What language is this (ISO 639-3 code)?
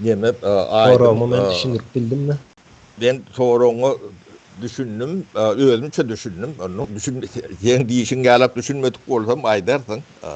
tuk